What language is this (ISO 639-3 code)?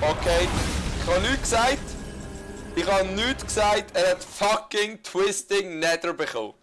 gsw